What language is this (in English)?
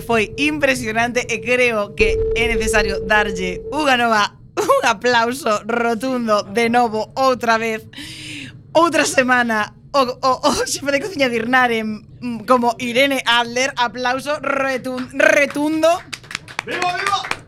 Galician